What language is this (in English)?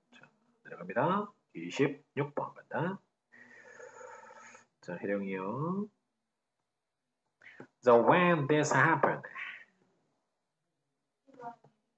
Korean